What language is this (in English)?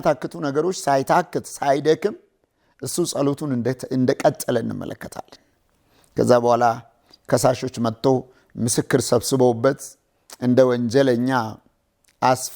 Amharic